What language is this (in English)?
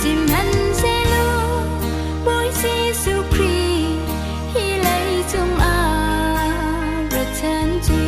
Hakha Chin